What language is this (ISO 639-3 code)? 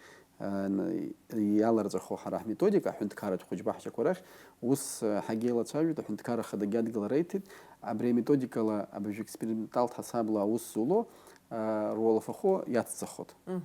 abk